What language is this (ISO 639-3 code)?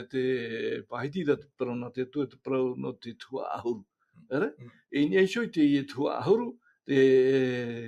tah